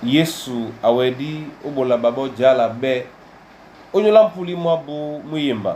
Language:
Duala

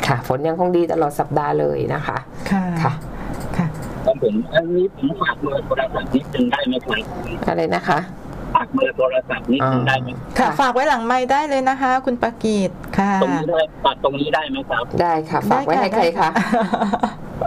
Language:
Thai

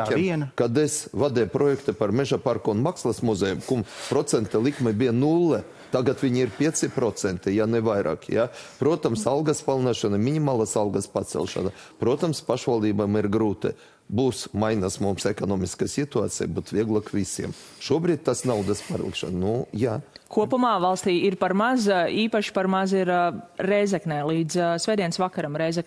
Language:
Latvian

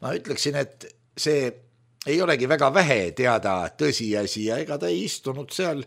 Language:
Estonian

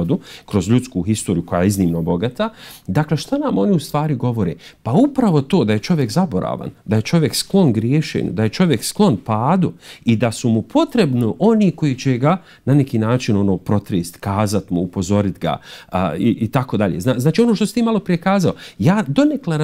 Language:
Bosnian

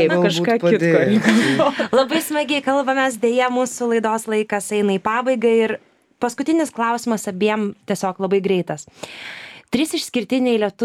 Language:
Lithuanian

